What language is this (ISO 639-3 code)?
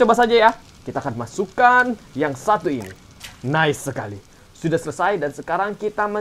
ind